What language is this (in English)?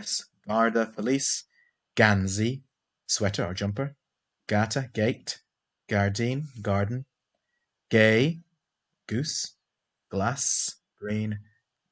Irish